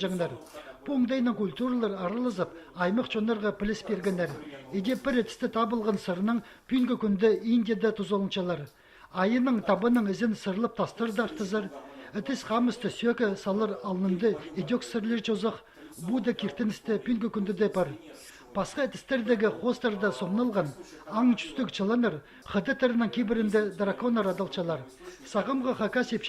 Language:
Khakas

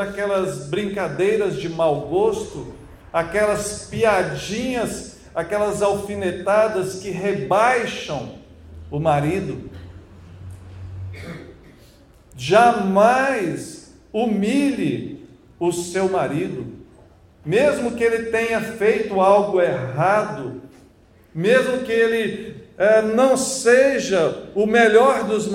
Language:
Portuguese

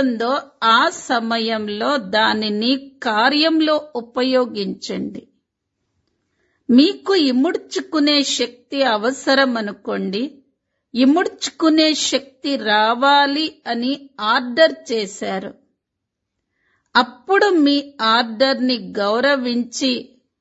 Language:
Telugu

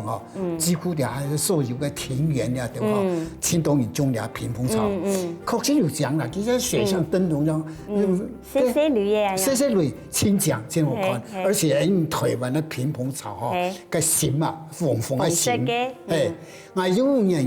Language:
Hakka Chinese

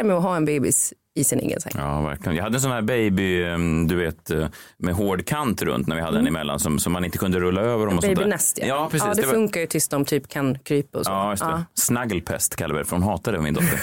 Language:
Swedish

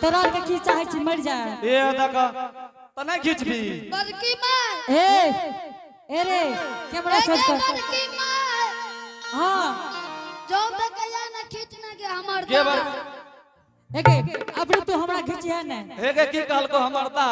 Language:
Angika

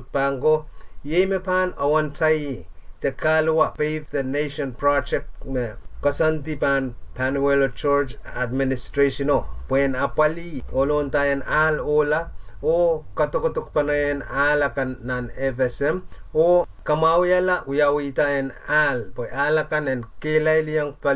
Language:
Pohnpeian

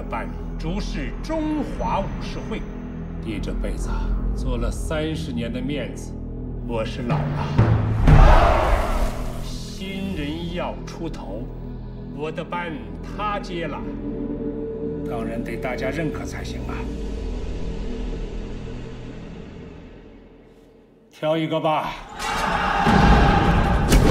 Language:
Chinese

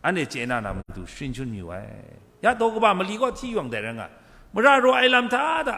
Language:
Kachin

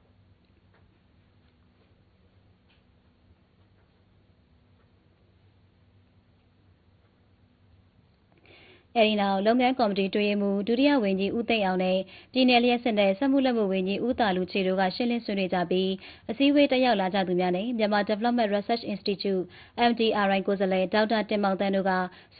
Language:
Burmese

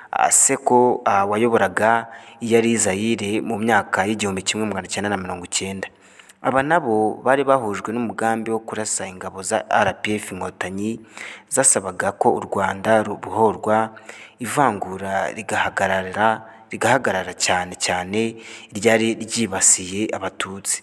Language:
Kinyarwanda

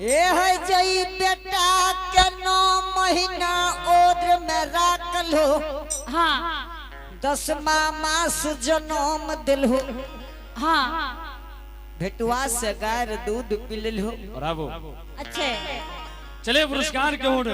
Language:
Angika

